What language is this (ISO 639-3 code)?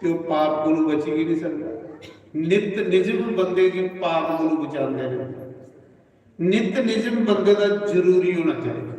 doi